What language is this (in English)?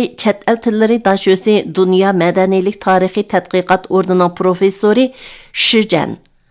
Uyghur